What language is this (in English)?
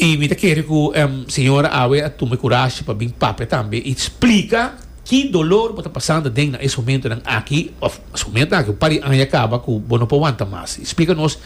Papiamento